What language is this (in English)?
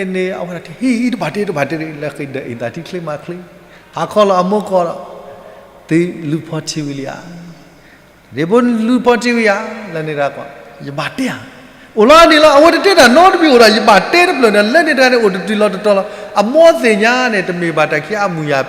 S'gaw Karen